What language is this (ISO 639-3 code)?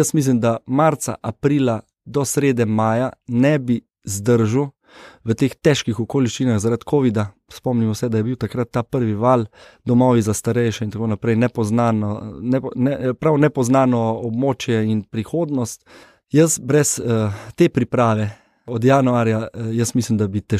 slv